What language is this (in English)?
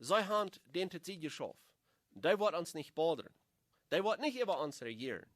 Plautdietsch